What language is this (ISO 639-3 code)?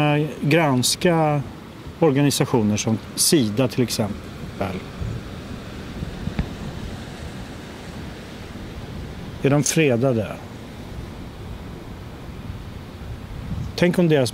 swe